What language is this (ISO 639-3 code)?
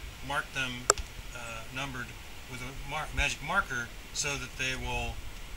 eng